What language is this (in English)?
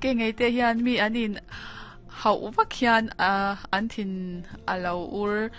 Mizo